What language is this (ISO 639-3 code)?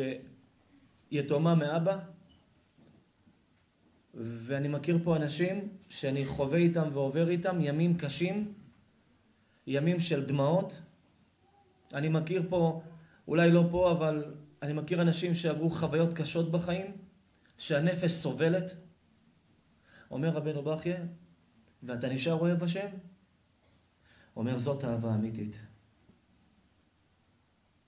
heb